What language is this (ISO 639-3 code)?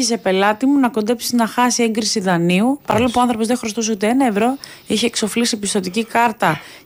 ell